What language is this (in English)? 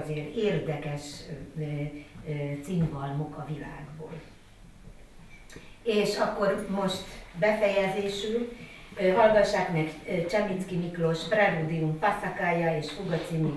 Hungarian